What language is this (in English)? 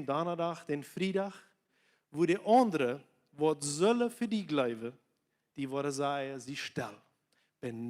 Plautdietsch